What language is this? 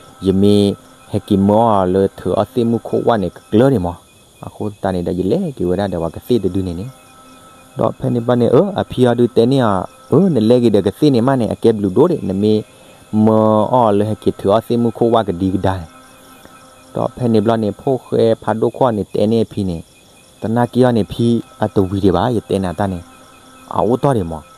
S'gaw Karen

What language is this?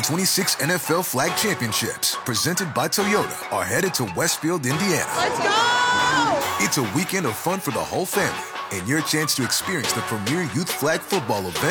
English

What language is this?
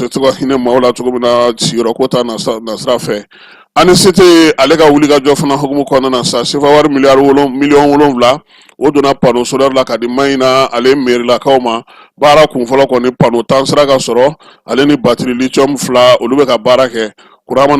Bambara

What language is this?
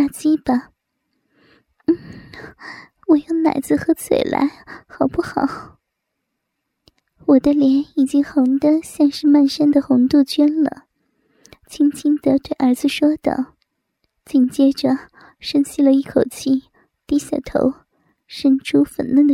Chinese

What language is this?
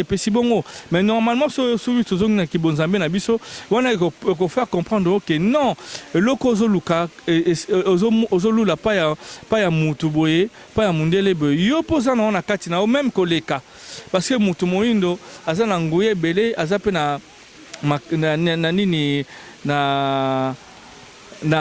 Lingala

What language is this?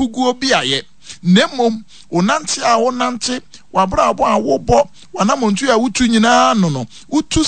Akan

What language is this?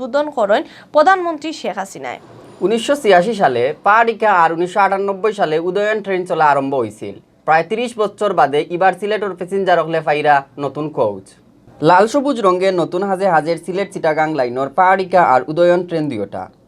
Sylheti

